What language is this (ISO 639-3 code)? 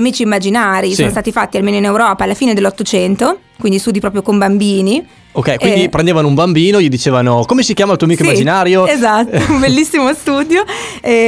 ita